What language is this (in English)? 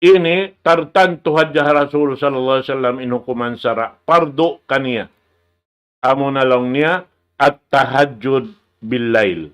Tausug